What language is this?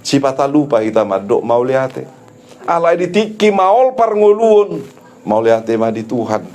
Batak Toba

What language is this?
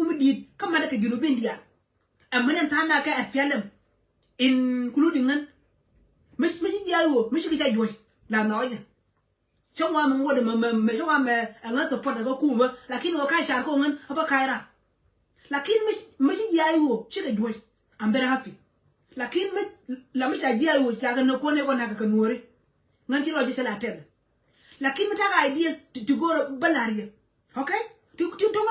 Nuer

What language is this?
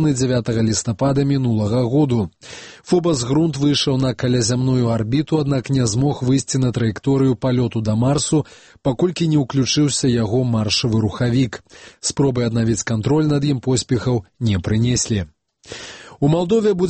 Belarusian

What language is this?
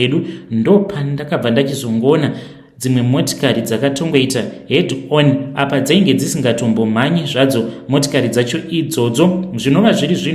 Shona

